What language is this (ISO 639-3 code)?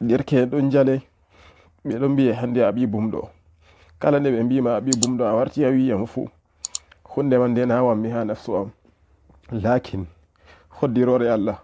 ful